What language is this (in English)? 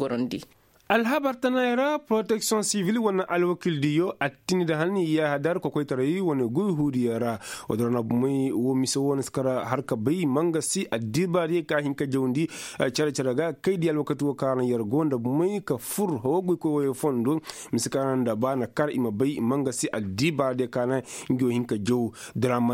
Koyraboro Senni